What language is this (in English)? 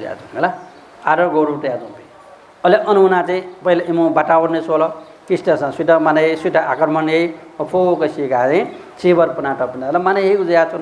Newari